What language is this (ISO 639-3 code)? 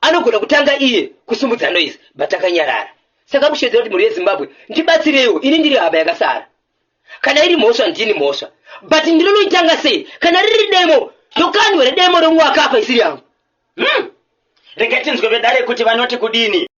sna